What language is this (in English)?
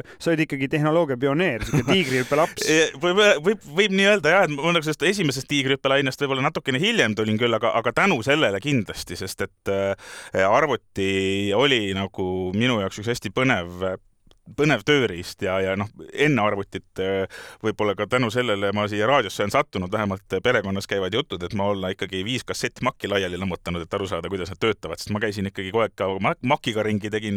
Estonian